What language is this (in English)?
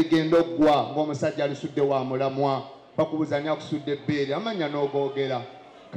Ganda